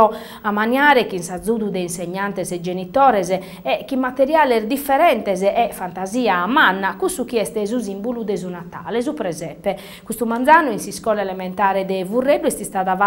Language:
Sardinian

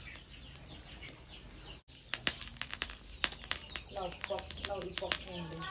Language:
Lao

